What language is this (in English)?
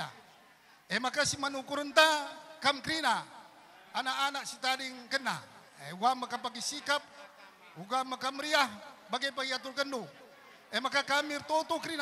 Batak Karo